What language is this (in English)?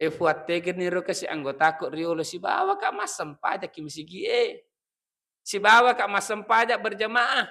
Buginese